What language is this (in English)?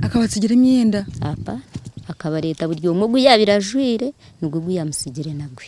Nyankole